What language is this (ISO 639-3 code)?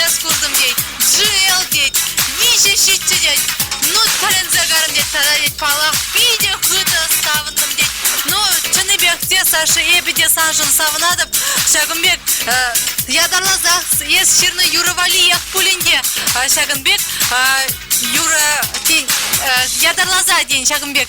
chv